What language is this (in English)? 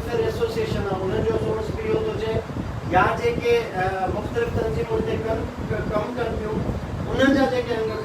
Sindhi